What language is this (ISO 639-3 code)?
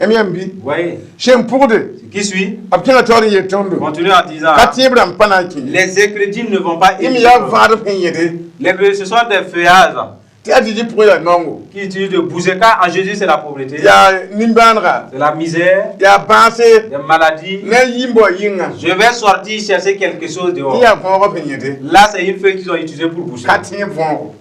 mos